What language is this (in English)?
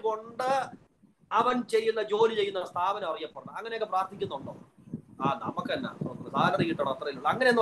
Malayalam